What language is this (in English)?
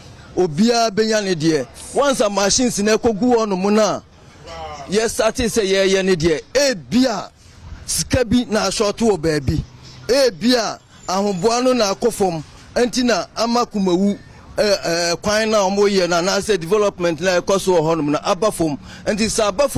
Akan